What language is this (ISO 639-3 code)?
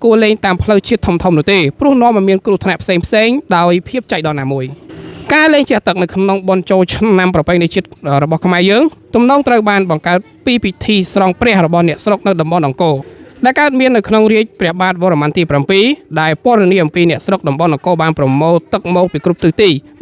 khm